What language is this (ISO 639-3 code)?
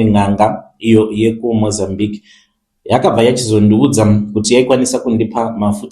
sna